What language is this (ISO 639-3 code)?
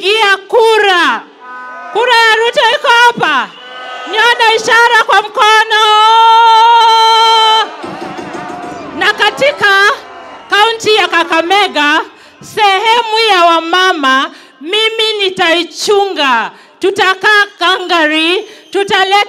swa